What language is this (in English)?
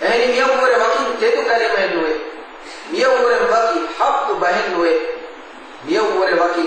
Divehi